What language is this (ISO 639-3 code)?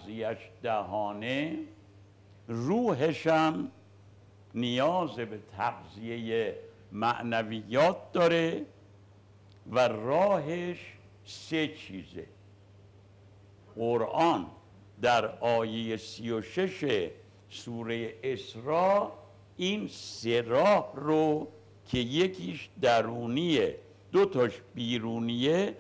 fas